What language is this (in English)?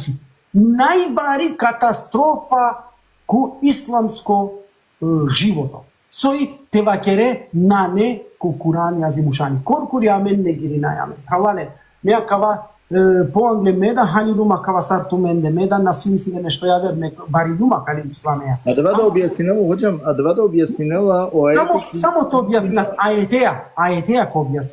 Balkan Romani